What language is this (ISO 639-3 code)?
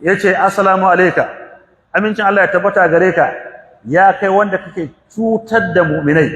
hau